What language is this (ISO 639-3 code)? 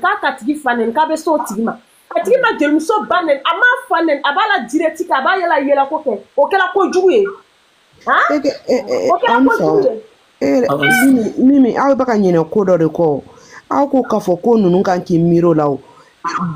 bam